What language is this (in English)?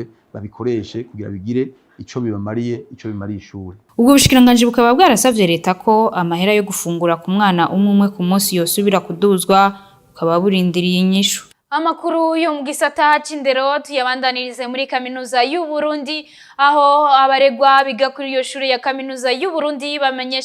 Rundi